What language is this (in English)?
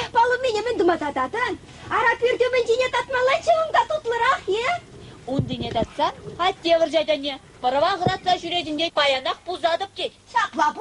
Chuvash